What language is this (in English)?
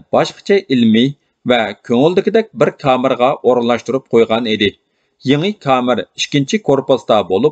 Uyghur